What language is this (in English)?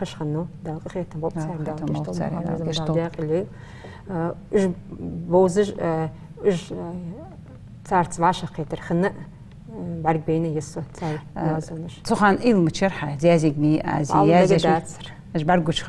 Ingush